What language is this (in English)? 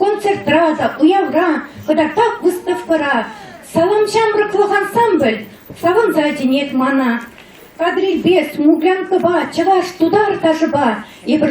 Chuvash